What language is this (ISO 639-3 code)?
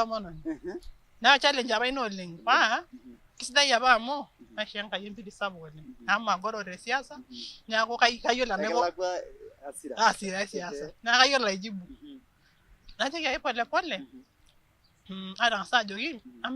mas